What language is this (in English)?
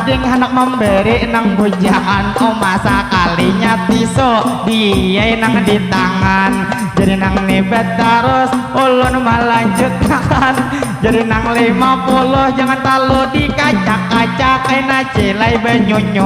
Banjar